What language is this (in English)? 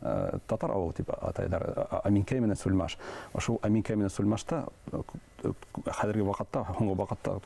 Bashkir